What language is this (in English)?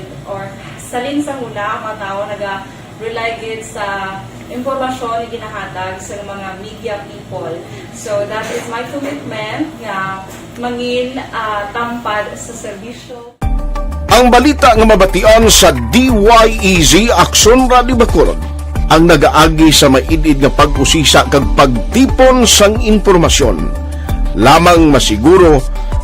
Hiligaynon